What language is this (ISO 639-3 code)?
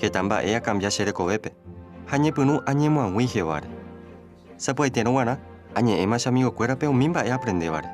grn